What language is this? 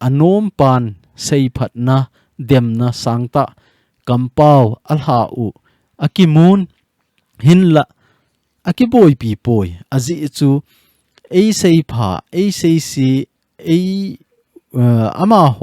Thado Chin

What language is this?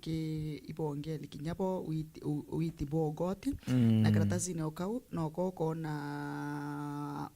Meru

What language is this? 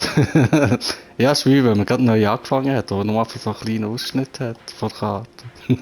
Swiss German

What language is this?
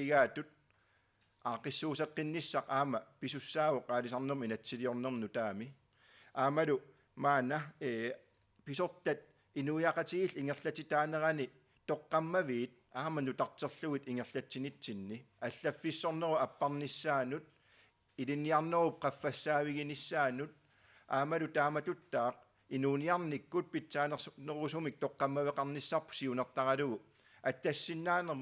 Kalaallisut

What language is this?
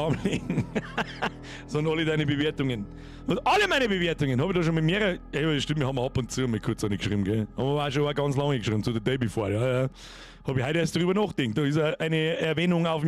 Bavarian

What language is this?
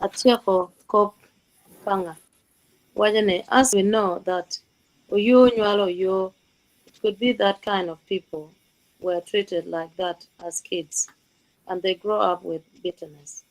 Acoli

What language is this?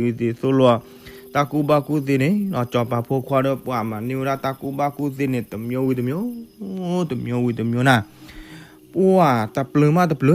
S'gaw Karen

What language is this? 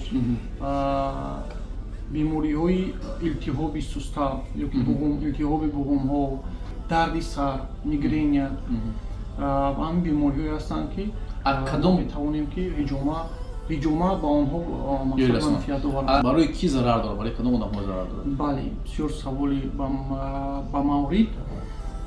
Tajik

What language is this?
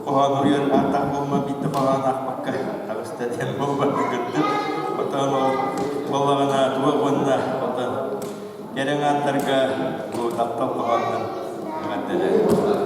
Yakut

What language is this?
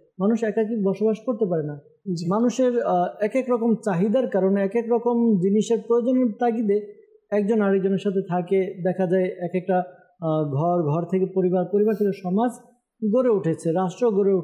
Bangla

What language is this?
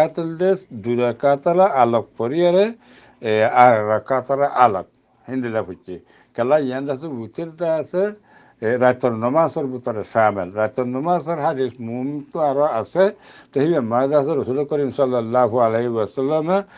Rohingya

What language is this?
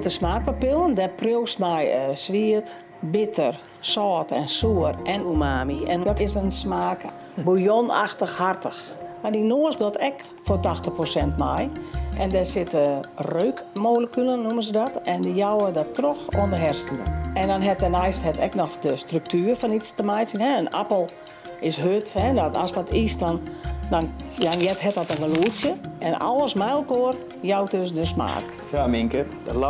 Western Frisian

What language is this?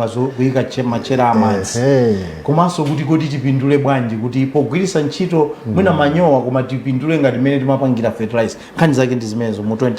Nyanja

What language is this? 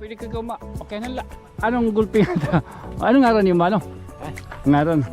Waray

